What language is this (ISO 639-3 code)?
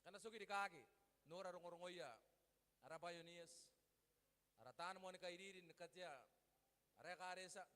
gil